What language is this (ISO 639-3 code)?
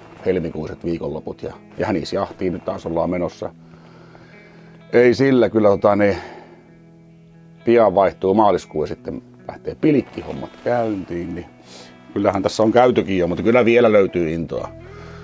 fin